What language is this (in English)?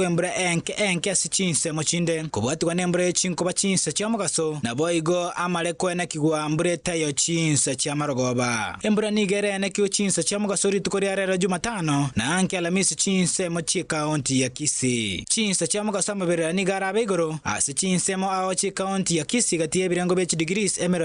Gusii